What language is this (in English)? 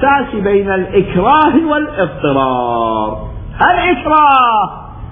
Mesopotamian Arabic